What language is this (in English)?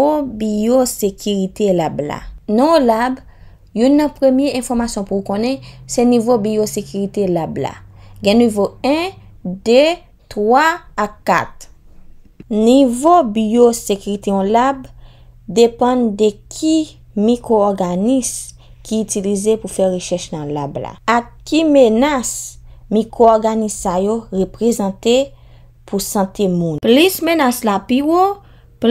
Haitian Creole